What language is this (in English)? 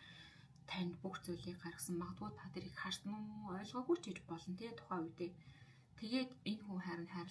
Mongolian